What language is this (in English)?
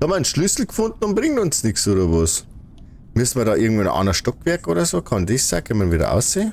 Bavarian